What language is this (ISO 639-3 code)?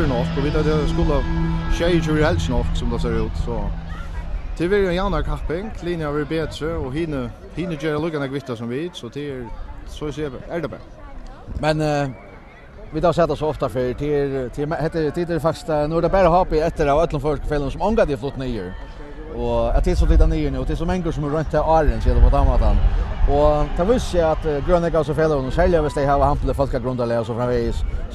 fao